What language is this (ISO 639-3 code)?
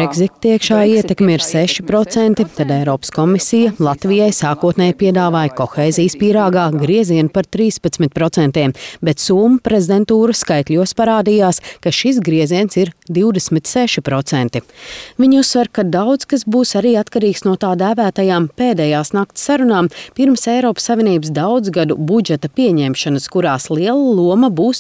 lav